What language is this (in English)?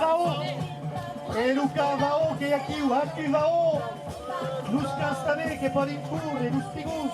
Occitan